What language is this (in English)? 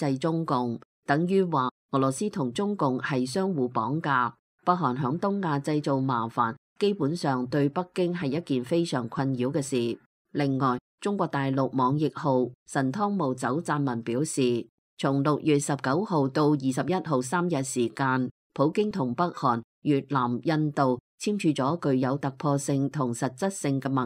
Cantonese